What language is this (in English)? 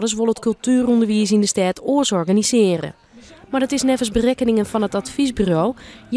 Western Frisian